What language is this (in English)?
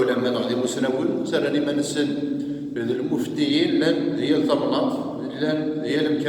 Kabyle